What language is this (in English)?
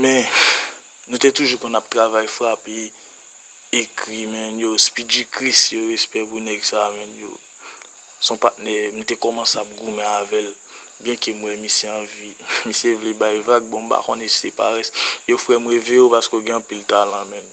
Haitian Creole